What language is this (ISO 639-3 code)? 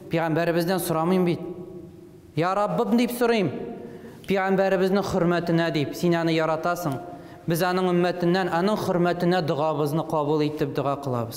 tat